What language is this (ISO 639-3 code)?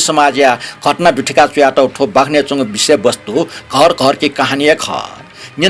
new